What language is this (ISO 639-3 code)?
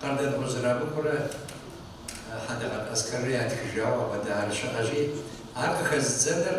kbd